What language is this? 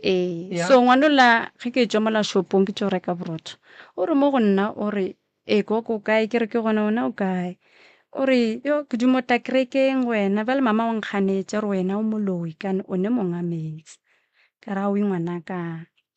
Northern Sotho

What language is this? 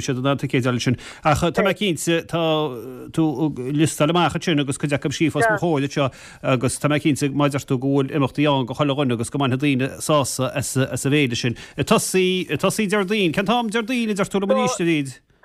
Irish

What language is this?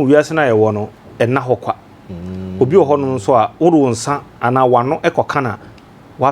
Akan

